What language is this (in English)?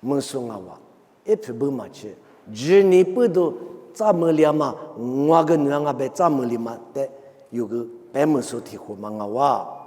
Lisu